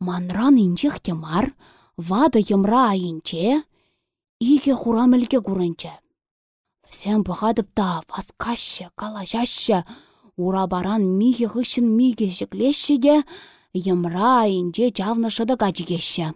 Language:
Chuvash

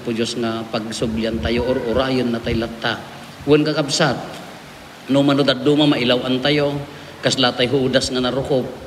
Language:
Iloko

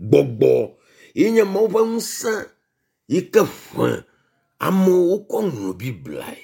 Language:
Ewe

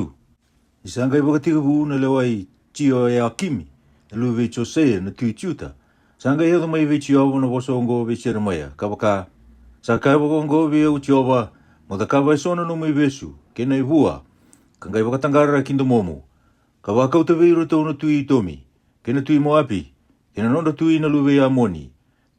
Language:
Fijian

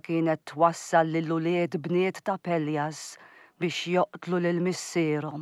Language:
Maltese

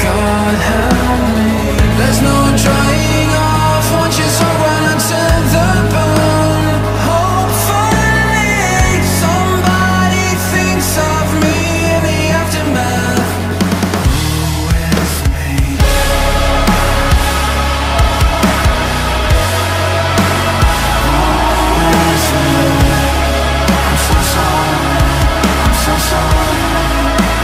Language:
English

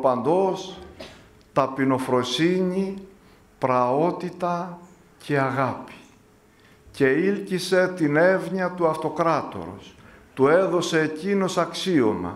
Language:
Greek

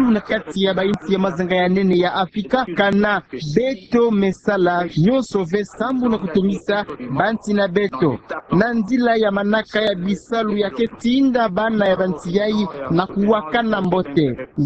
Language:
Kituba (Democratic Republic of Congo)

